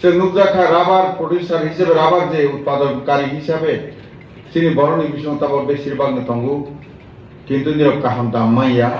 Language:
Kok Borok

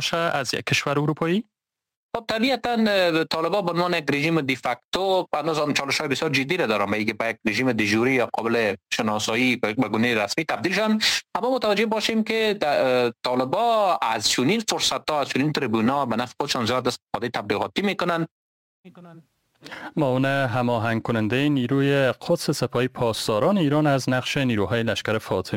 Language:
Persian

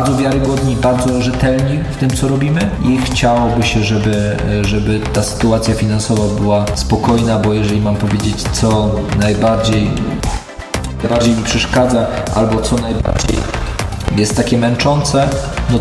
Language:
Polish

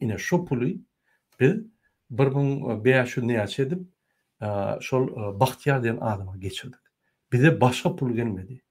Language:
Turkmen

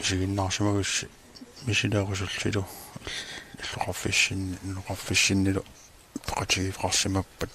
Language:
Kalaallisut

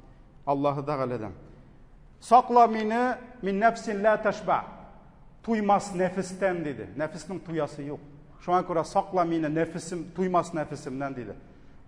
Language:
Tatar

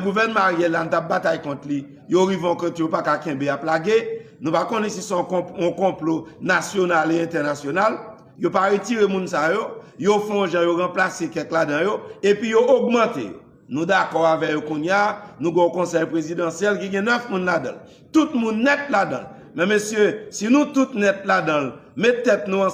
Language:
Haitian Creole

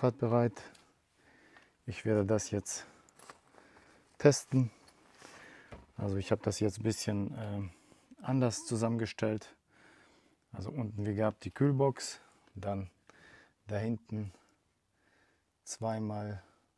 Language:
German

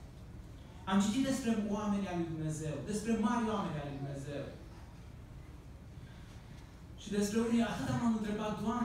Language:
Romanian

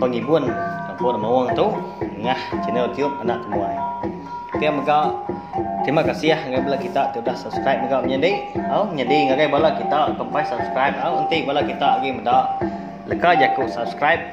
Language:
Iban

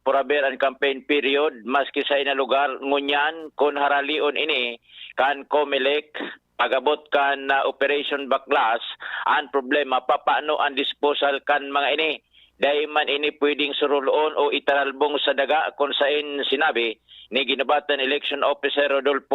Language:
Bikol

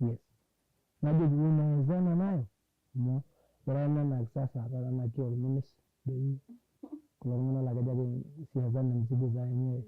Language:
Masai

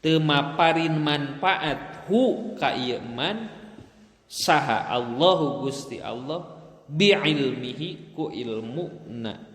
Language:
Sundanese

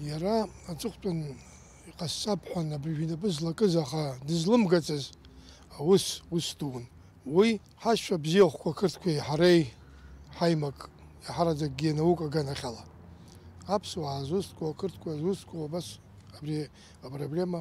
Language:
Abkhazian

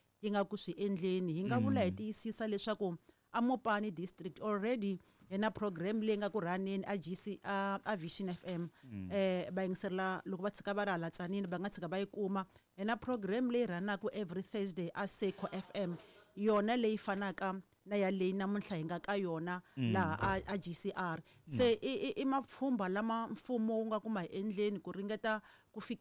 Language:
Tsonga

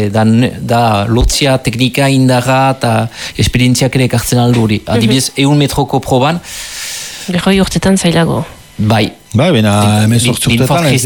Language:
Basque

